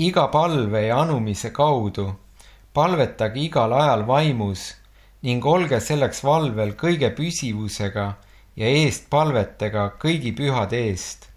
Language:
Estonian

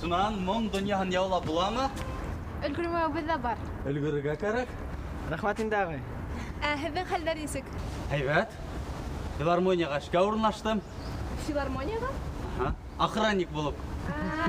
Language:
Bashkir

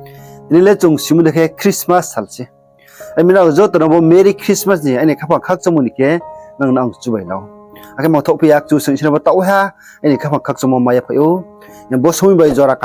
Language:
Riang (India)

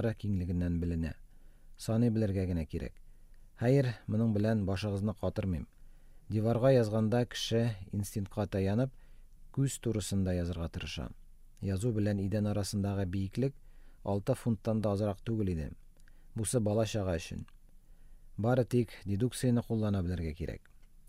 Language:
Tatar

